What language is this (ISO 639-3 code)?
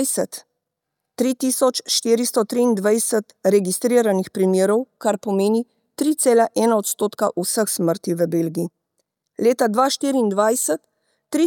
slv